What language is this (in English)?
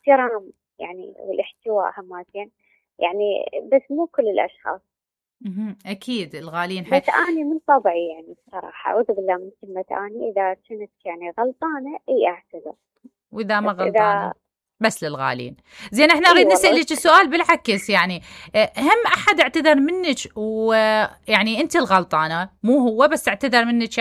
Mesopotamian Arabic